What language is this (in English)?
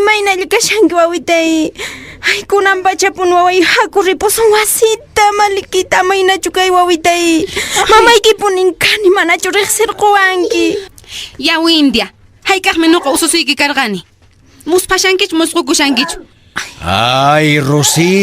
Quechua